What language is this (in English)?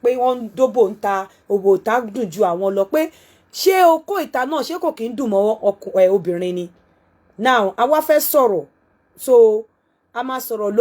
Yoruba